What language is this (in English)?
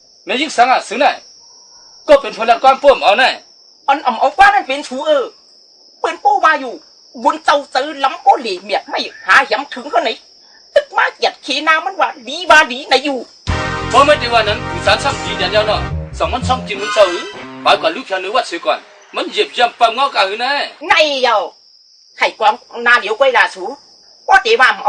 Shan